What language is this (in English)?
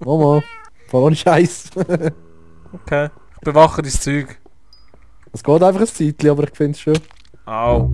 Swiss German